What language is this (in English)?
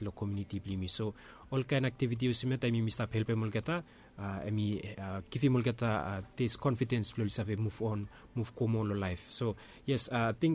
Bislama